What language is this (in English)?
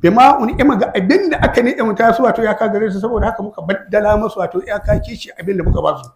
Hausa